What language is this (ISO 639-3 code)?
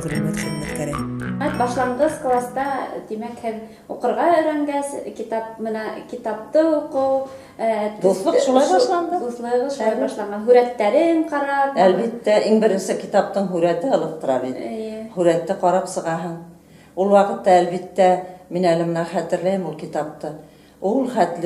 bak